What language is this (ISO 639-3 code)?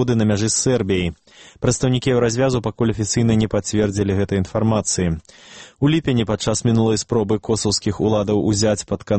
bel